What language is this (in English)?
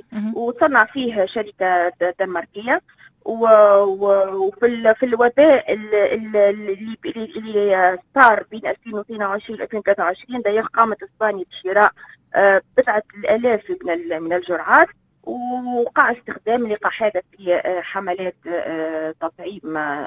Tunisian Arabic